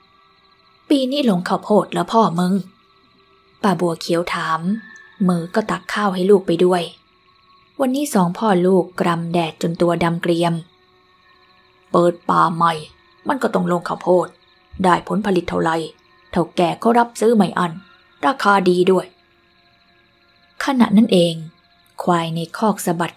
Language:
Thai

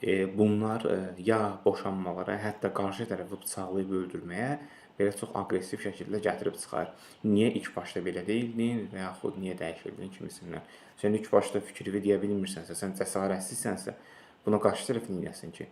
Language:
Azerbaijani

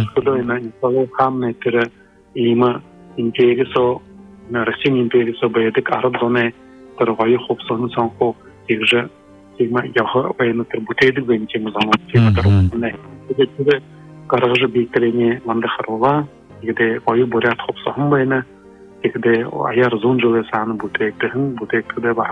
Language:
Buriat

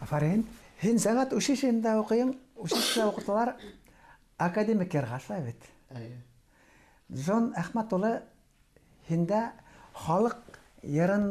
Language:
Bashkir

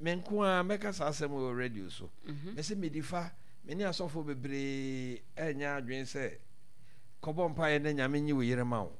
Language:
Akan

